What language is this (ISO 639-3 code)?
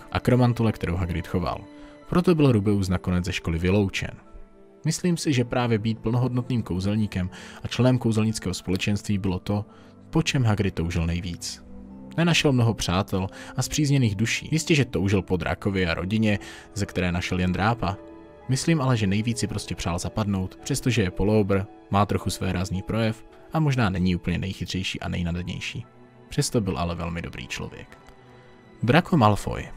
ces